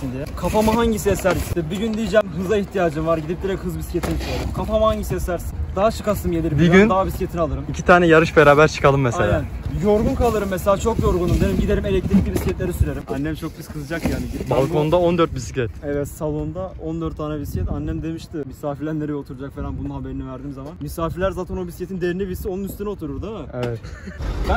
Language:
Turkish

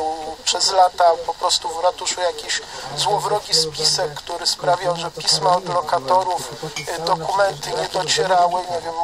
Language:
Polish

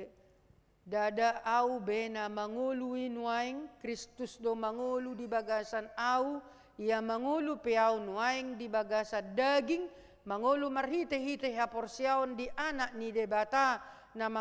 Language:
Batak Toba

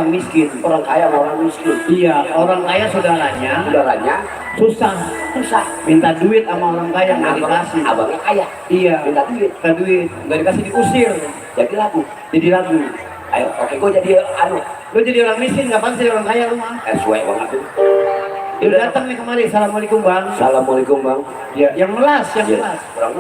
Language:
Betawi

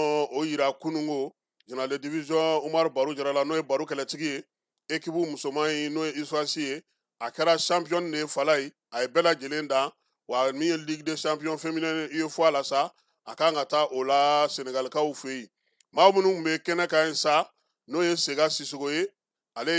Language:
Bambara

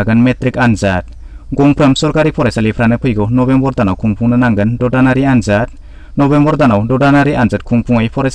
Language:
Bodo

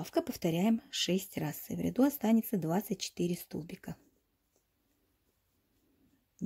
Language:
Russian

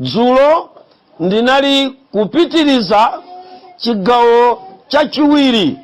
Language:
Nyanja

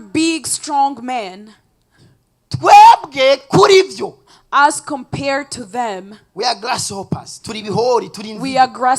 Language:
Rundi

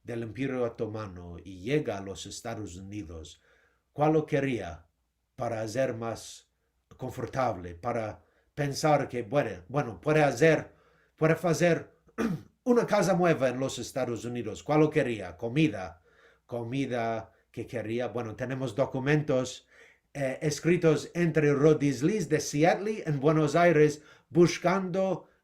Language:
Ladino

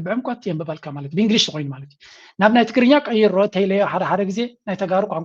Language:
Tigrinya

